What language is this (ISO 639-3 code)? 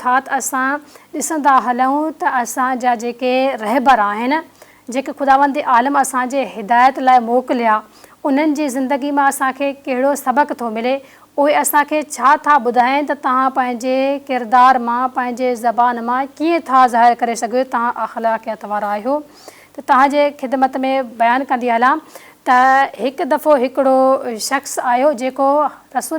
snd